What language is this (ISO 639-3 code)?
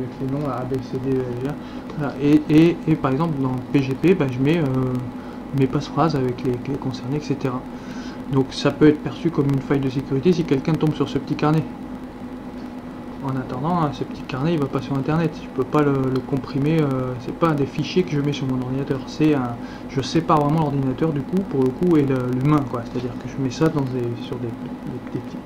fra